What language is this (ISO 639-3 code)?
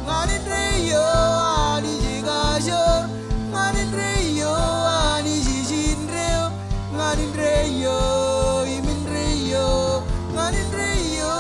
mah